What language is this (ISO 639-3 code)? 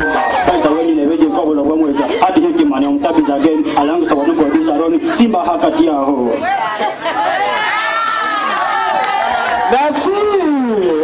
swa